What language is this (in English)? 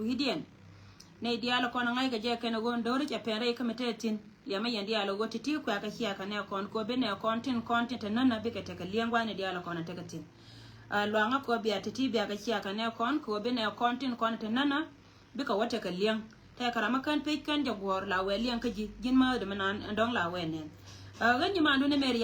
Nuer